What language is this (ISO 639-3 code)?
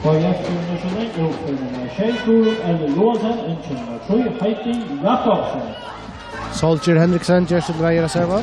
fao